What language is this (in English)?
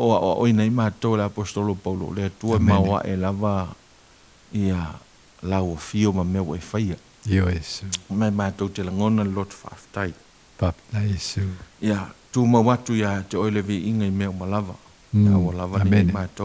Samoan